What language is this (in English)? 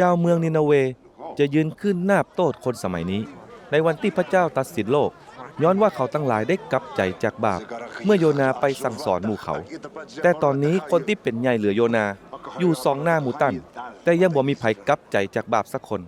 Northern Thai